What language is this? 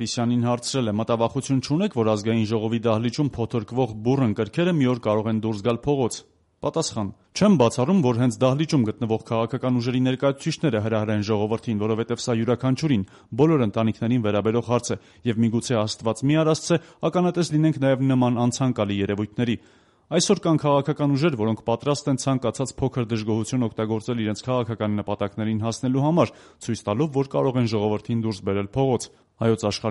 Armenian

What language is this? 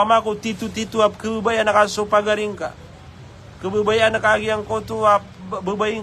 Maranao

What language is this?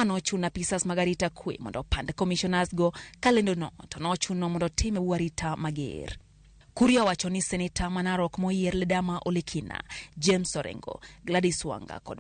Luo (Kenya and Tanzania)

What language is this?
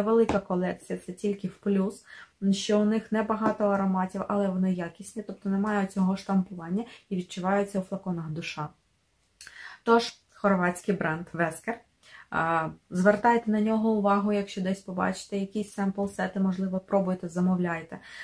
Ukrainian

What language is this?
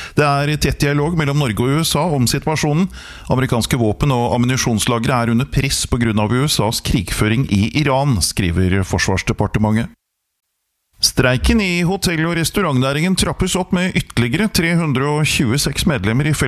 Norwegian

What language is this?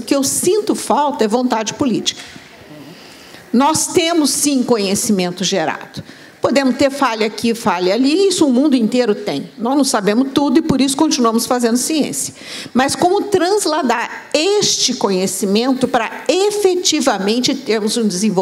Portuguese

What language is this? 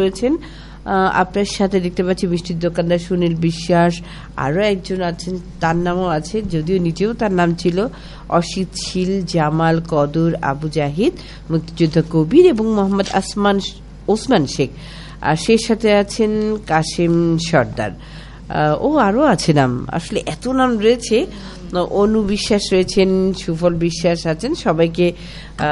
Bangla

